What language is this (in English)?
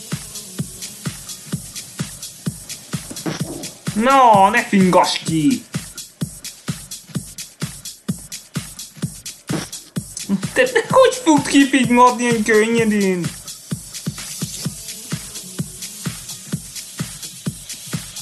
Hungarian